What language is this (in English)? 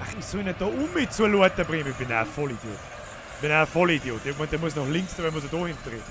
Bavarian